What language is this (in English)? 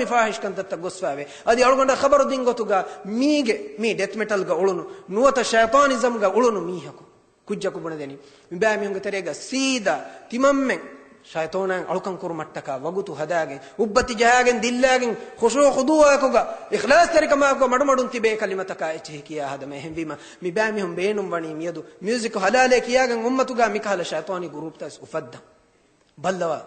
Divehi